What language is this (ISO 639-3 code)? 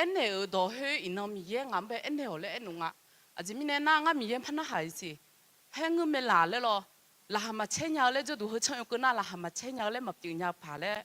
ahk